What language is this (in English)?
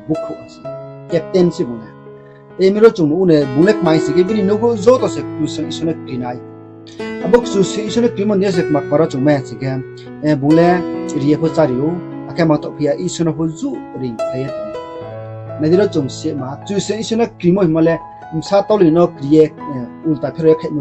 Riang (India)